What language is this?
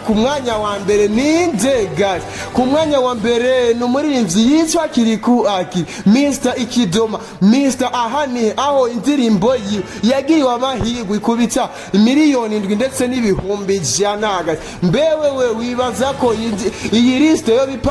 Rundi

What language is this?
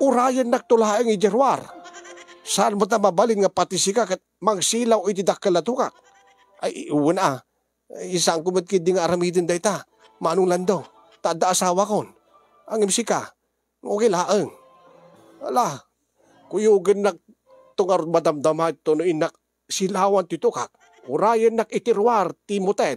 Iloko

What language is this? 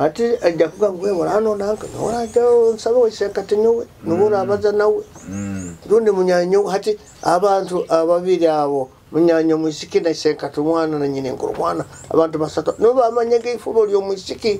Nyoro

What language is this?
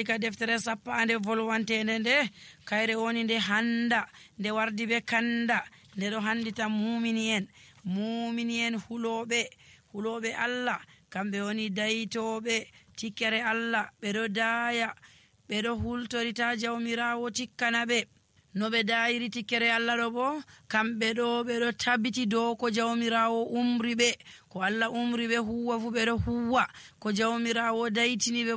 Nigerian Fulfulde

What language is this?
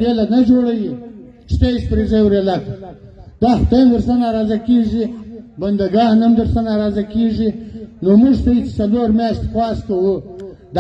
Pashto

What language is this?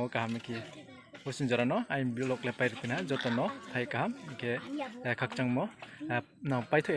Riang (India)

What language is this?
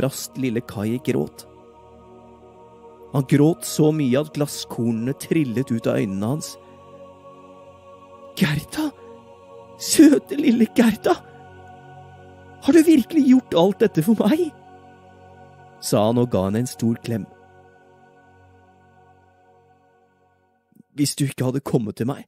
Norwegian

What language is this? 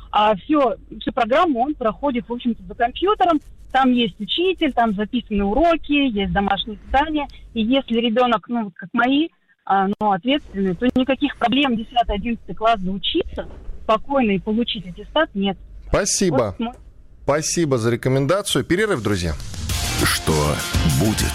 Russian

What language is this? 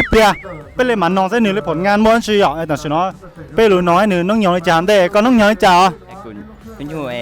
Hmong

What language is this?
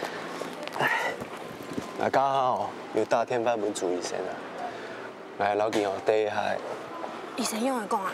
Hakka Chinese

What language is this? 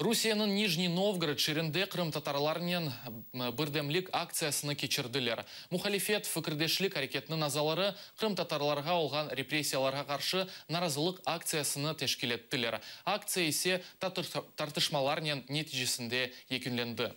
Crimean Tatar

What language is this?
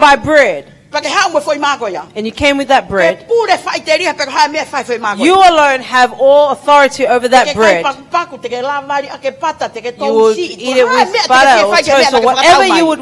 Tongan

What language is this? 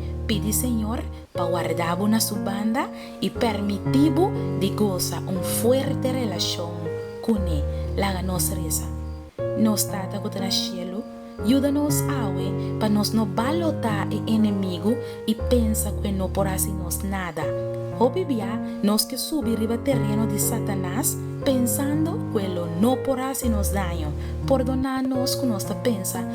Papiamento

